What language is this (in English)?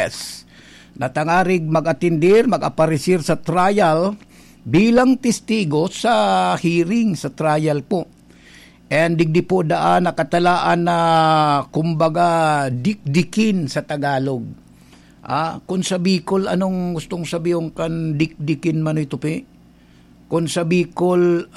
Bikol